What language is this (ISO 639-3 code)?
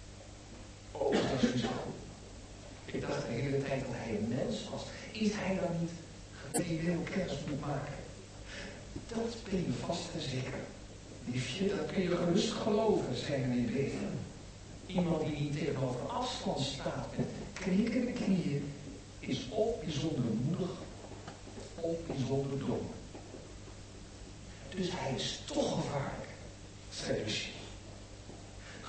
nld